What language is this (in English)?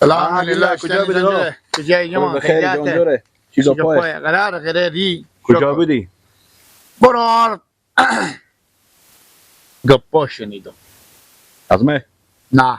Persian